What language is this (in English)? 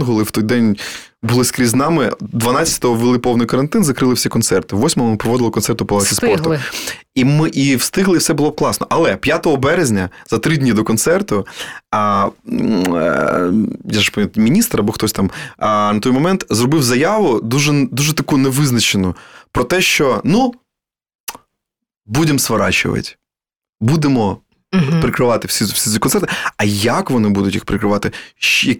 Ukrainian